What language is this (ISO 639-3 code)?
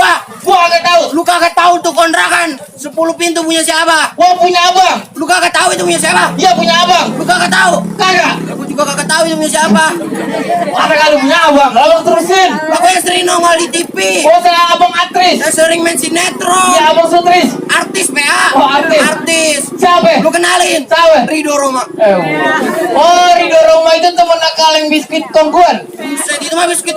bew